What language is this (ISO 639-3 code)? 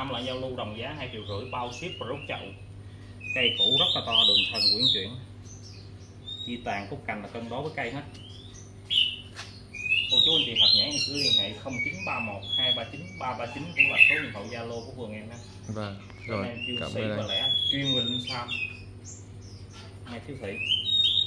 vie